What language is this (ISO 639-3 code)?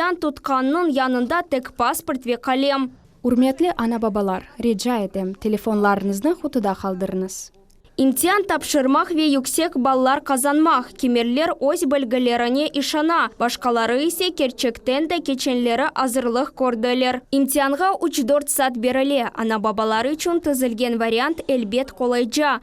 crh